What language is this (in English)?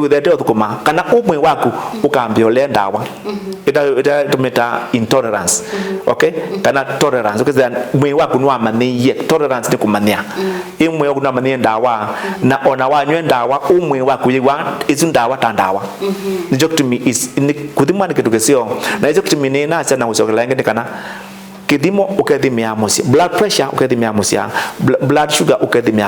Kamba